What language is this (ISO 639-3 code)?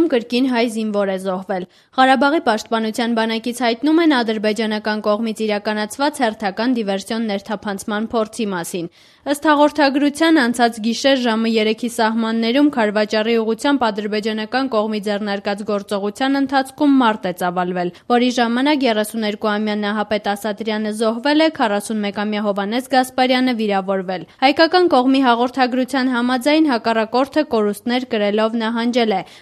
hye